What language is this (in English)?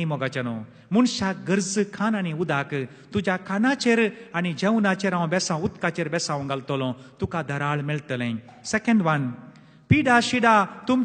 Konkani